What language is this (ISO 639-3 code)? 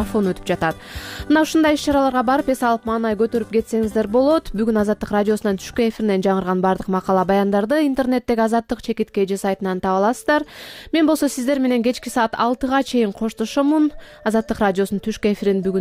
kir